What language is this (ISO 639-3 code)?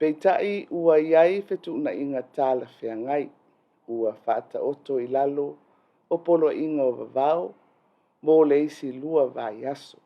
smo